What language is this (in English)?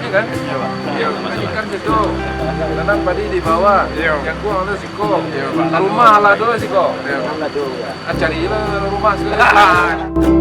Minangkabau